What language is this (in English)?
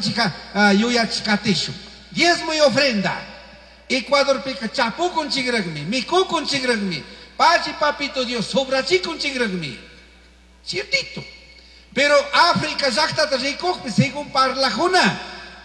Chimborazo Highland Quichua